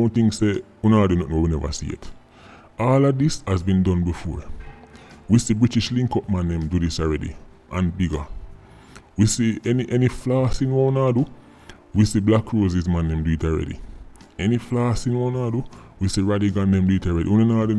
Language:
Jamaican Creole English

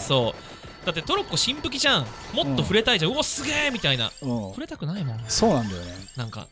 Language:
Japanese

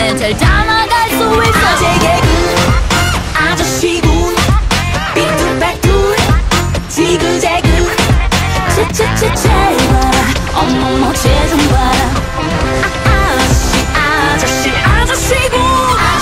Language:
Korean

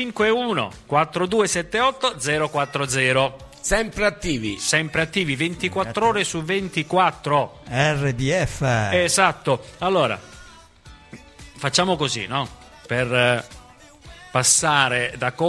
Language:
Italian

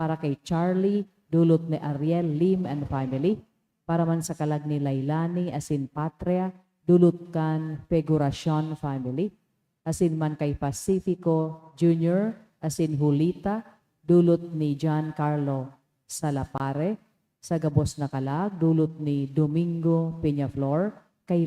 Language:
Bikol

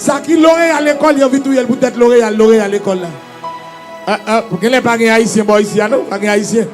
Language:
Haitian Creole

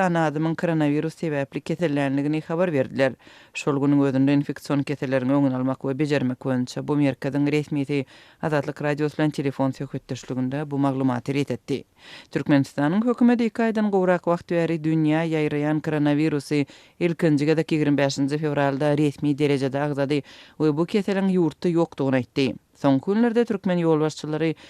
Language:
Turkmen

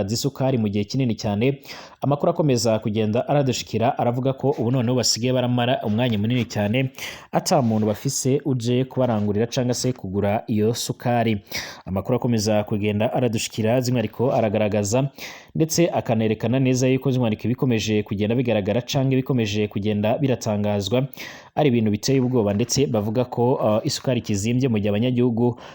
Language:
Rundi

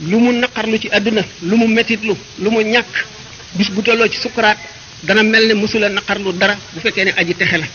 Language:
Wolof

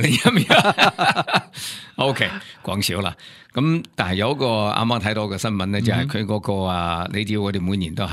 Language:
Cantonese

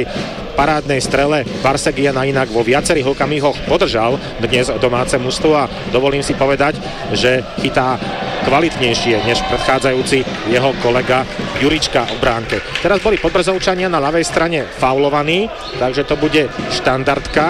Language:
Slovak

